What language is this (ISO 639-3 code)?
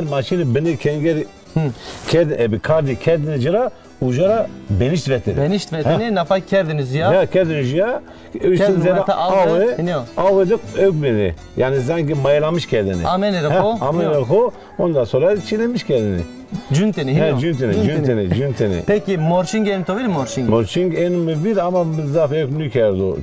zza